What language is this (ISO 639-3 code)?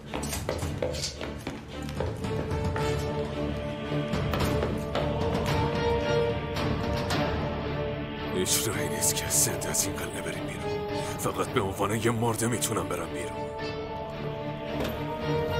fas